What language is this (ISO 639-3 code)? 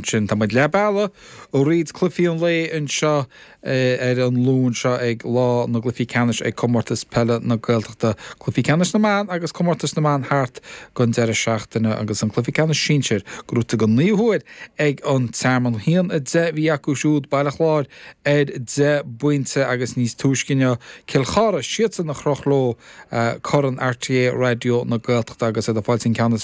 gle